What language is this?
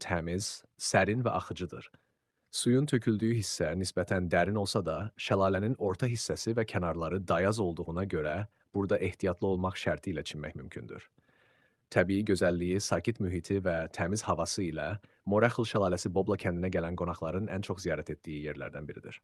Azerbaijani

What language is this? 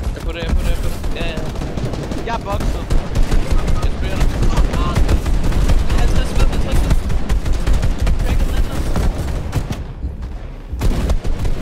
Danish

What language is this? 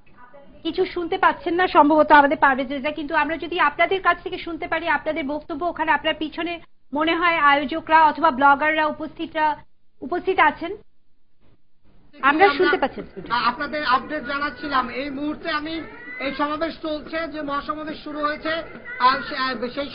Bangla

